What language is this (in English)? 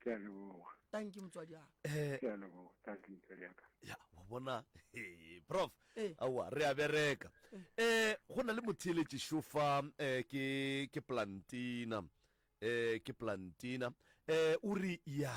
Northern Sotho